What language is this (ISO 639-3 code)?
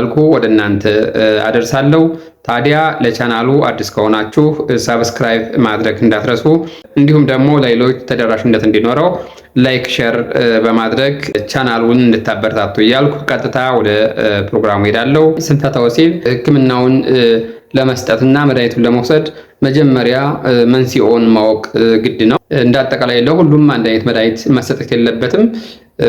amh